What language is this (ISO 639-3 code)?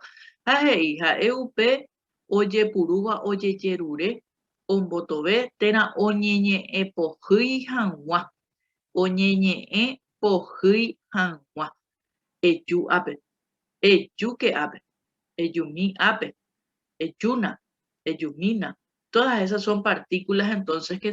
grn